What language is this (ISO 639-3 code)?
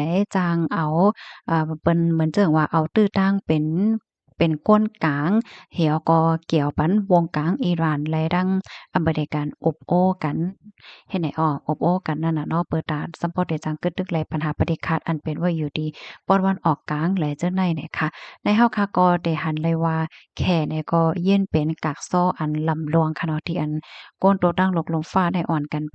shn